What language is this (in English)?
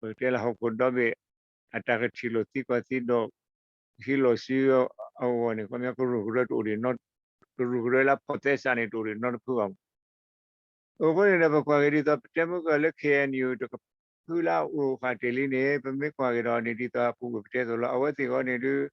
S'gaw Karen